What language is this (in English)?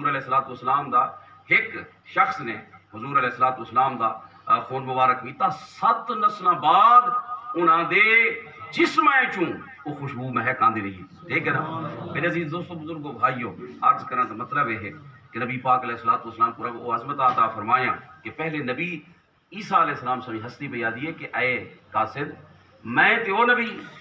Saraiki